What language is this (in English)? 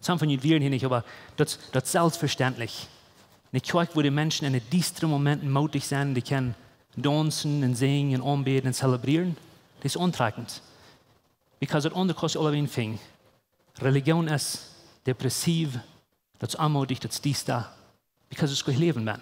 Plautdietsch